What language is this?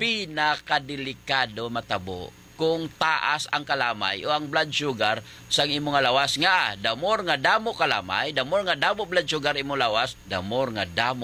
Hiligaynon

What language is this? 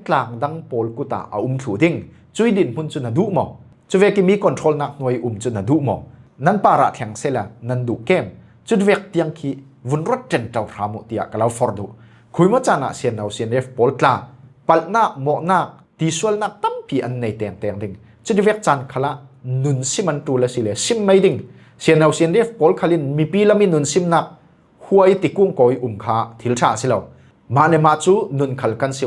Falam Chin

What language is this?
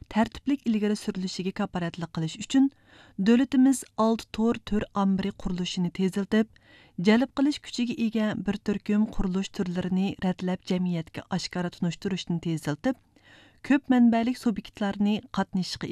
Uyghur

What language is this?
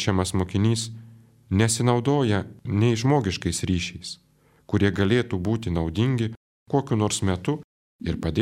Lithuanian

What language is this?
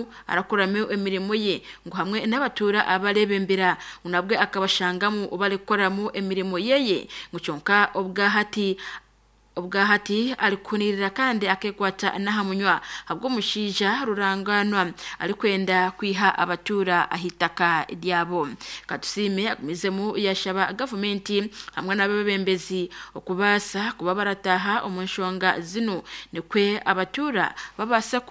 Nyoro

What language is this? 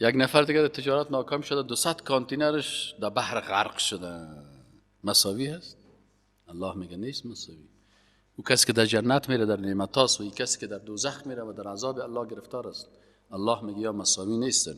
Persian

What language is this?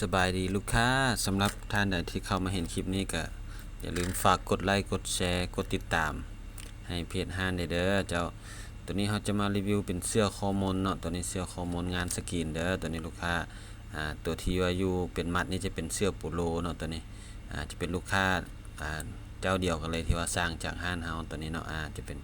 Lao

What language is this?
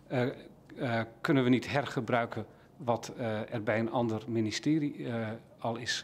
Dutch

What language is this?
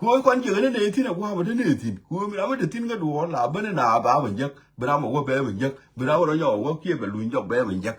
Nuer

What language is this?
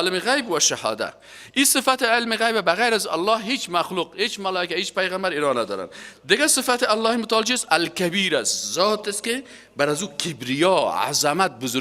Persian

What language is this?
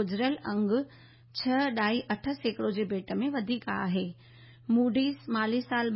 Sindhi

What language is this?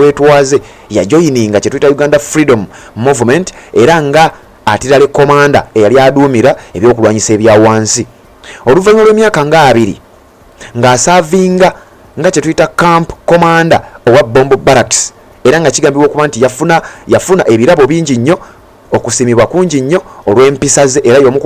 Ganda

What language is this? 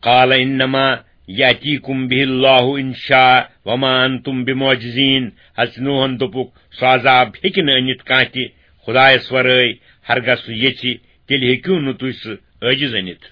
Kashmiri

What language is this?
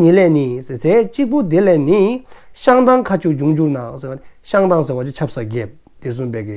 Dzongkha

